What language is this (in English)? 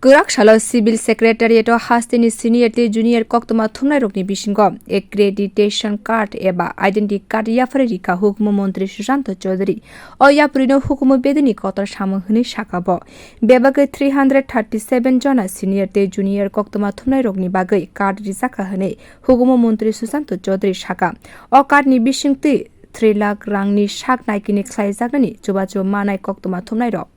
Kok Borok